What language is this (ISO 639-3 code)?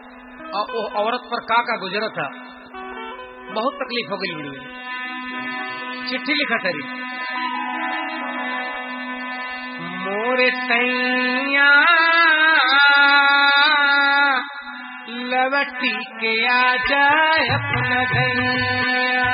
bho